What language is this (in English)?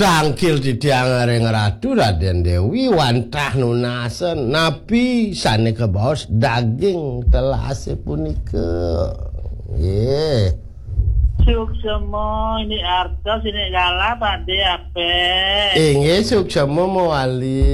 Balinese